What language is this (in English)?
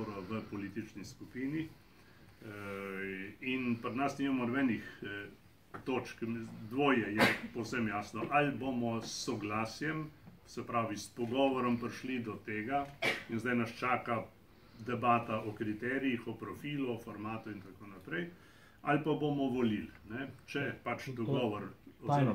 Slovenian